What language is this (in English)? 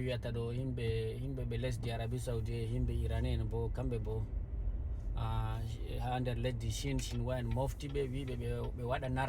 Fula